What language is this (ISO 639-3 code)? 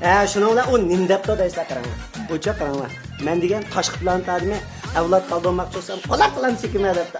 uig